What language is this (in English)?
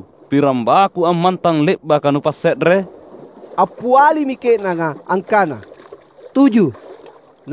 Makasar